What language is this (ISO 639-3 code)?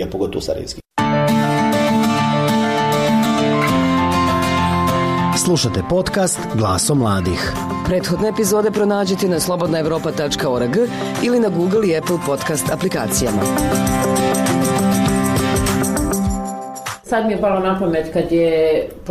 bos